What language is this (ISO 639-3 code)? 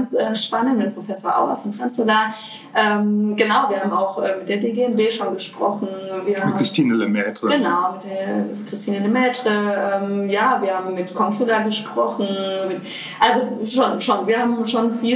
deu